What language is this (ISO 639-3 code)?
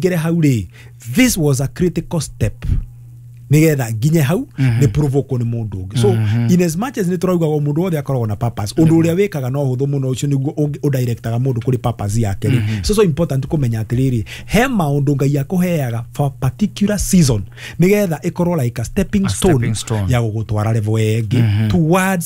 kik